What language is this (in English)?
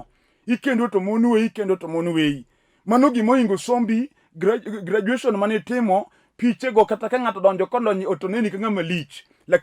Luo (Kenya and Tanzania)